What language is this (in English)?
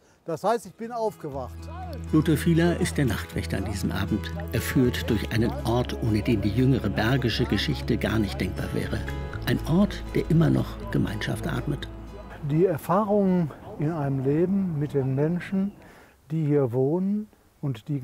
German